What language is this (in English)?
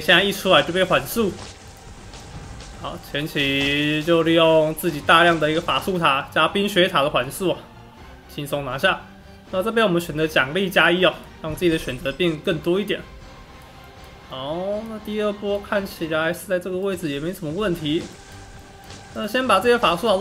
Chinese